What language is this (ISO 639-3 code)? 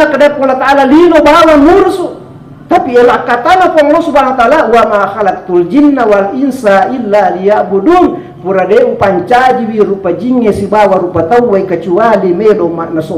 bug